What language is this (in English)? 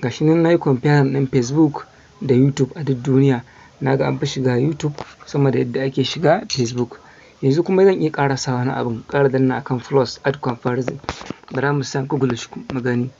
Hausa